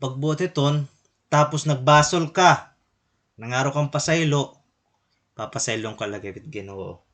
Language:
Waray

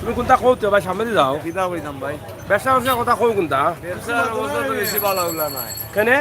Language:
Sylheti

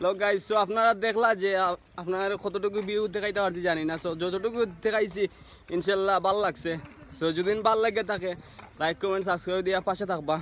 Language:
Sylheti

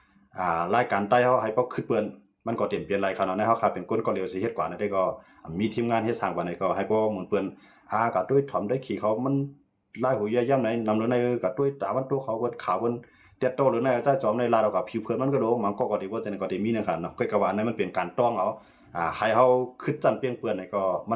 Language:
Shan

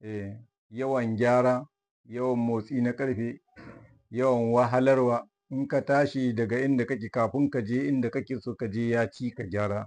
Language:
Hausa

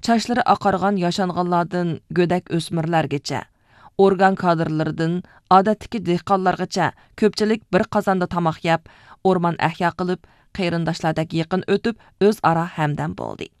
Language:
Uyghur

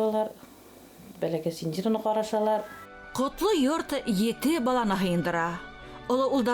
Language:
Bashkir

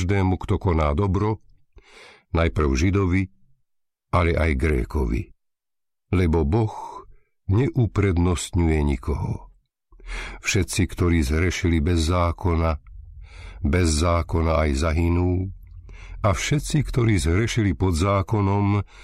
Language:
Slovak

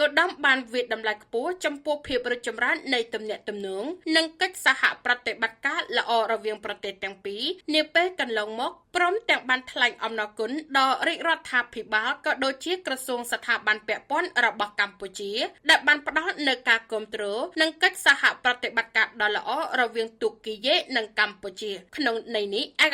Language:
Khmer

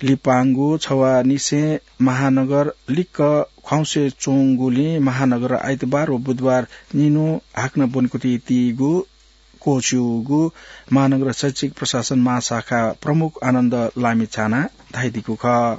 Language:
Newari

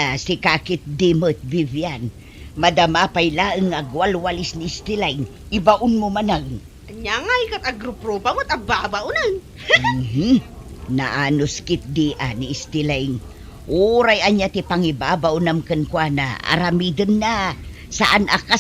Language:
Iloko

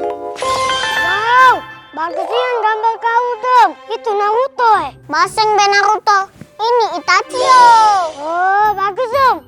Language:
Musi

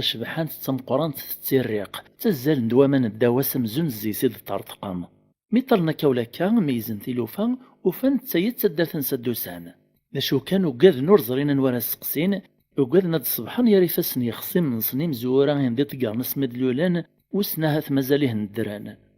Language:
Kabyle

